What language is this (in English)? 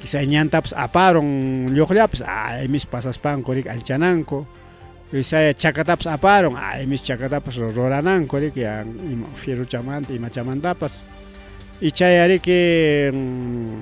Ayacucho Quechua